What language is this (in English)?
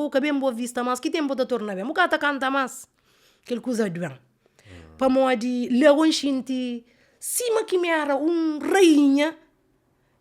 Kabuverdianu